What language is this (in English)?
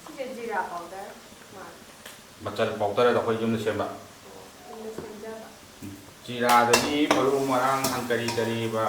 Manipuri